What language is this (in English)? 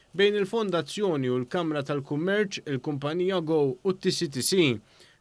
Maltese